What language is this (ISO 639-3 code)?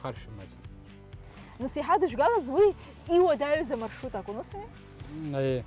abk